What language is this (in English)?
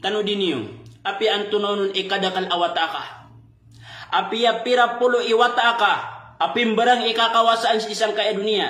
Maranao